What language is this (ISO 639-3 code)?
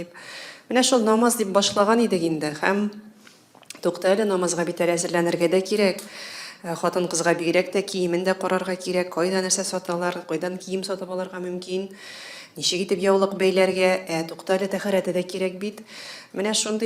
tat